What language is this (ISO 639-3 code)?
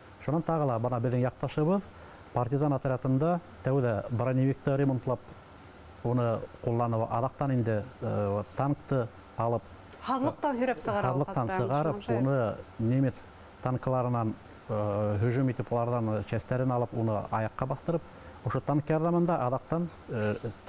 bak